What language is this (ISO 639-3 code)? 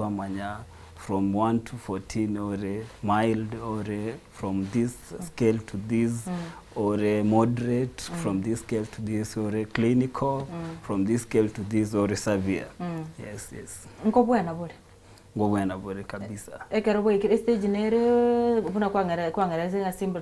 guz